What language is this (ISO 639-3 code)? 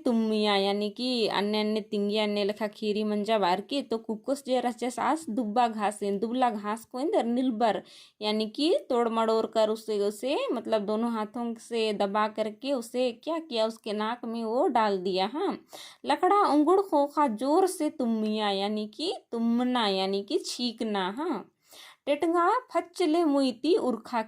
kru